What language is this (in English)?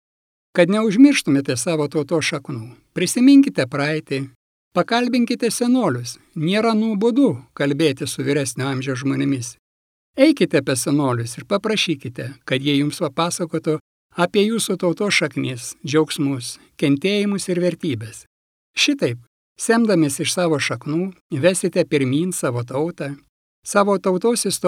Lithuanian